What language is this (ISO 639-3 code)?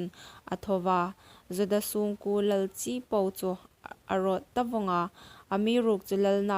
hmr